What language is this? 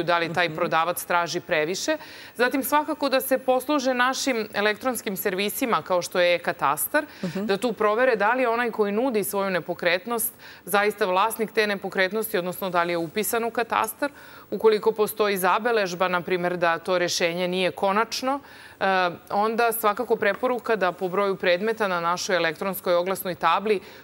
Serbian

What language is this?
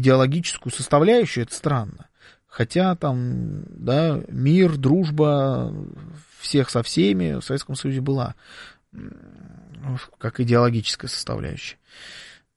Russian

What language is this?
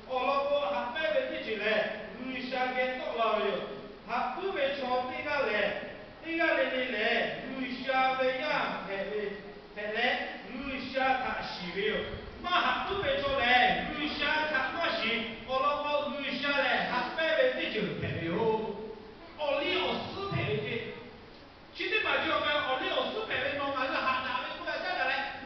Lahu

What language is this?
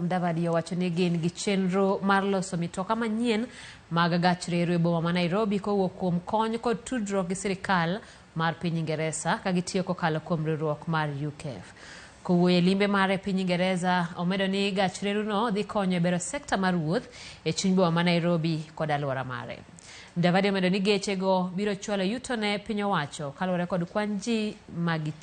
Luo (Kenya and Tanzania)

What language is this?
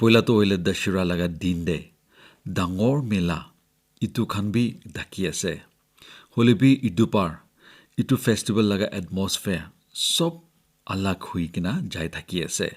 Naga Pidgin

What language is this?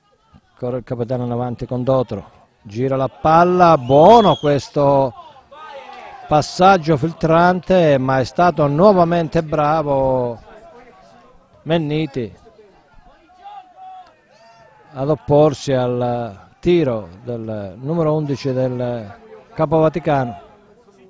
Italian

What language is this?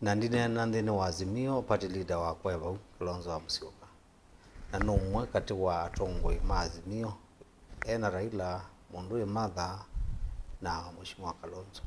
Kamba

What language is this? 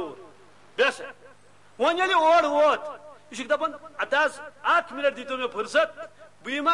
Kashmiri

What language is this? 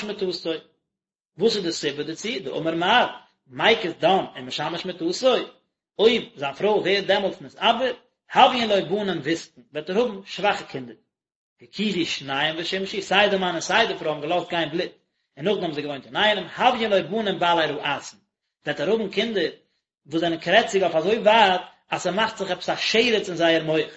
Yiddish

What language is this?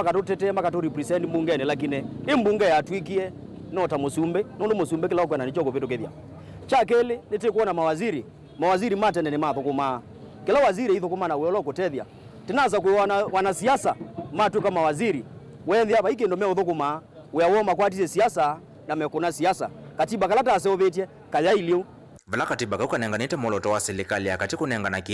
Kamba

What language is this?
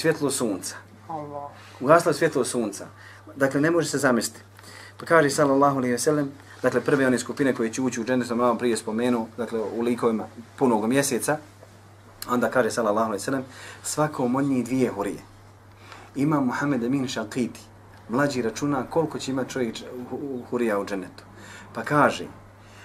Bosnian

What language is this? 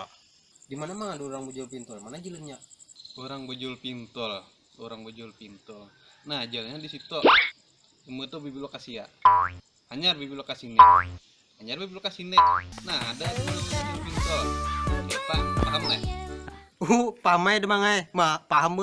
Banjar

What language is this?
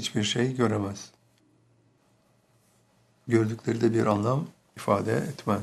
Turkish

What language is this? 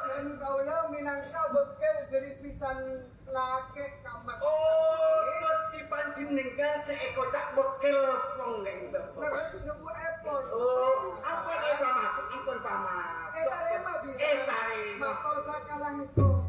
Madurese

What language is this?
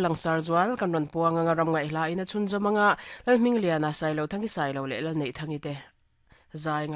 Mizo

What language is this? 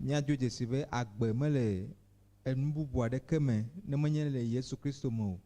Ewe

